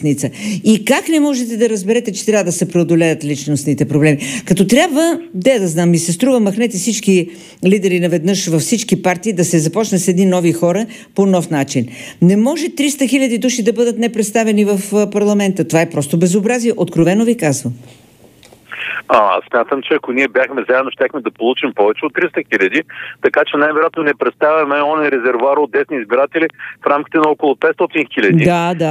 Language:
Bulgarian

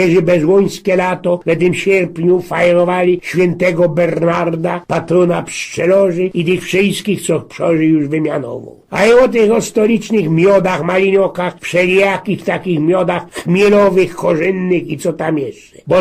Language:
Silesian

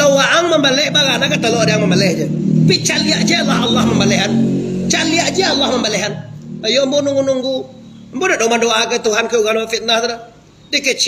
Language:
Minangkabau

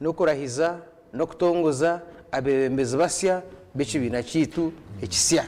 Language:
Nyankole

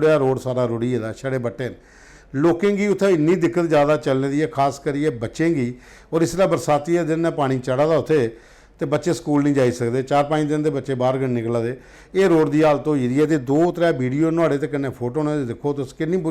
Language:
Dogri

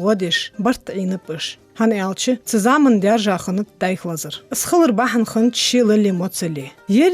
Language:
Ingush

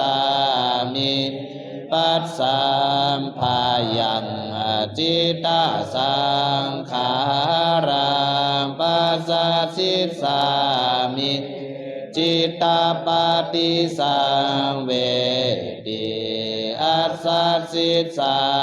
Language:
Pali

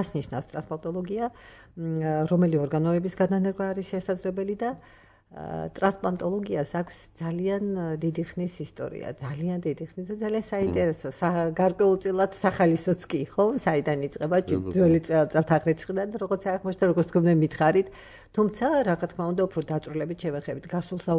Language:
Georgian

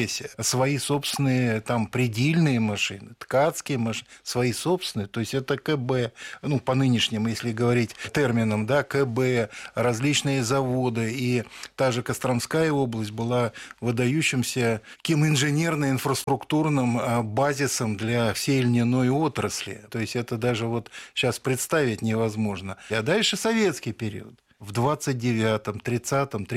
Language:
Russian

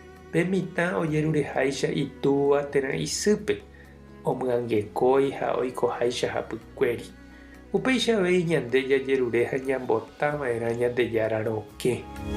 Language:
Guarani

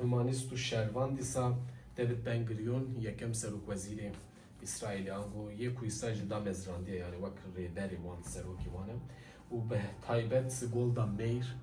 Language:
Kurdish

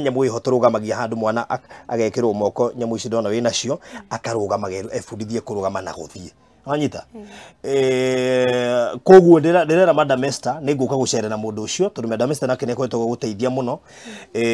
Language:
Kikuyu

